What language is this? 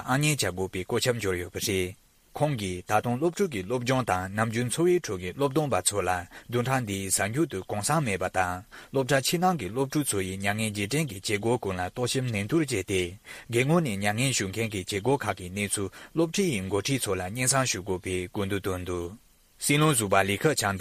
Tibetan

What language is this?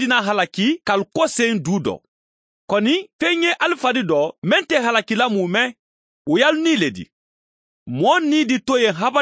Mandingo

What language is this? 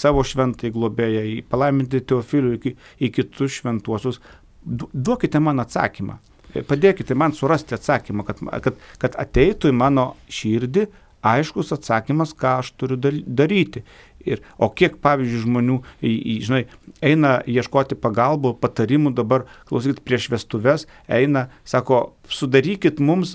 Lithuanian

